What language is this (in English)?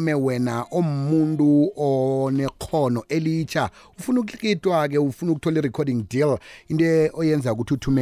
South Ndebele